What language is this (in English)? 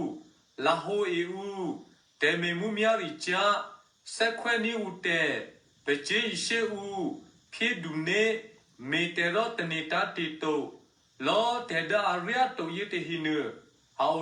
Eastern Kayah